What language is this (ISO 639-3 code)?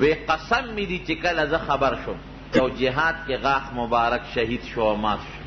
pus